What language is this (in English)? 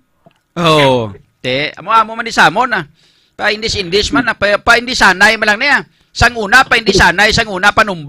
Hiligaynon